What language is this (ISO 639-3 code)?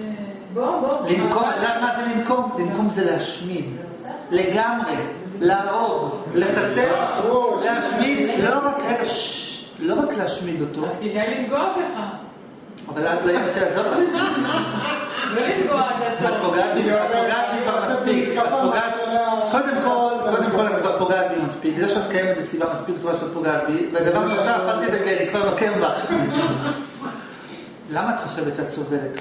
heb